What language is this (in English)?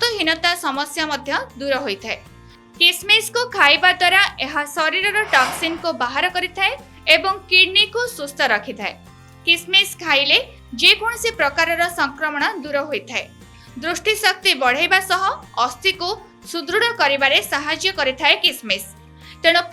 Odia